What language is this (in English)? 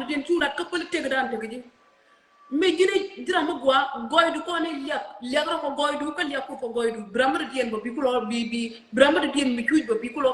Nuer